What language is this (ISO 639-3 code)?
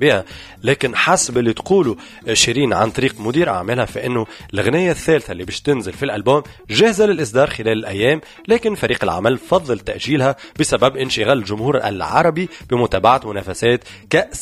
aeb